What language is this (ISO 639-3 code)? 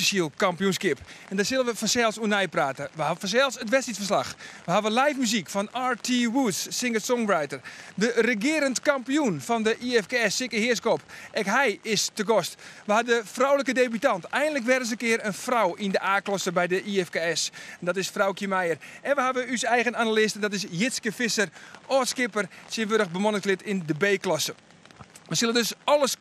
fry